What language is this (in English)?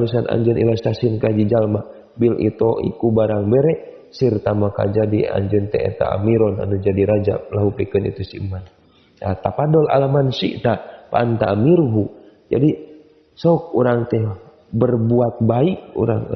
Sundanese